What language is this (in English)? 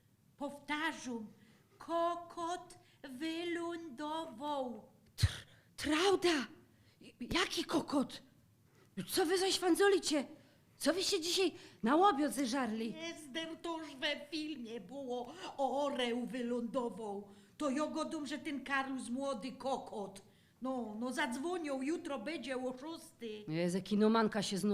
Silesian